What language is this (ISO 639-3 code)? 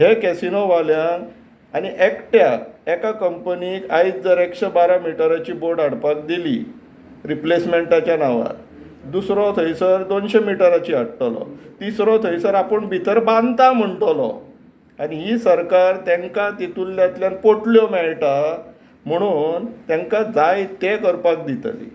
kok